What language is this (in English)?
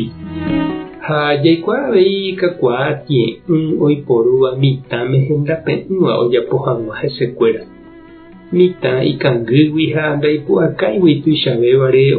Guarani